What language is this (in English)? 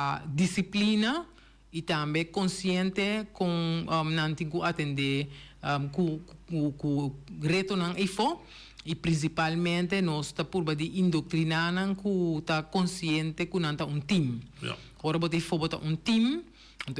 Papiamento